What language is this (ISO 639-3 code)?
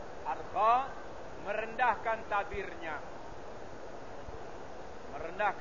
msa